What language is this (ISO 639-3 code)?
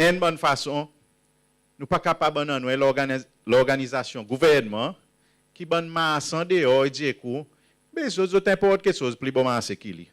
crs